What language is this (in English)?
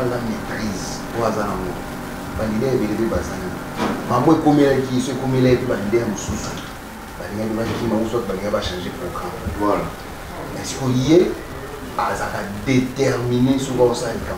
Lingala